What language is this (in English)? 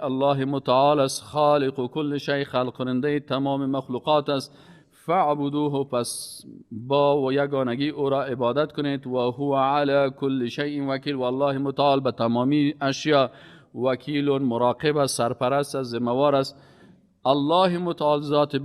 Persian